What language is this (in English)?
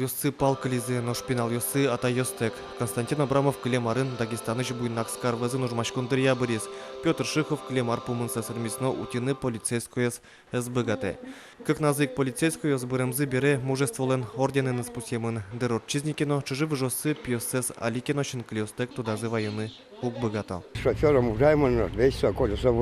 Udmurt